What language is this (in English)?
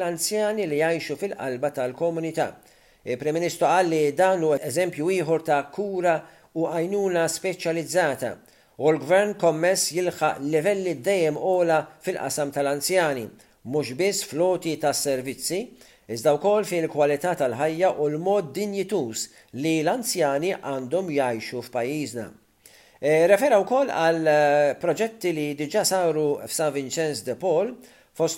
Maltese